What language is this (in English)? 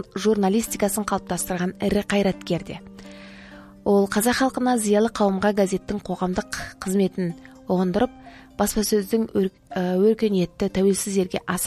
Kazakh